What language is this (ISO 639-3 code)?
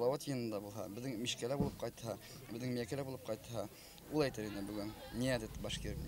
bak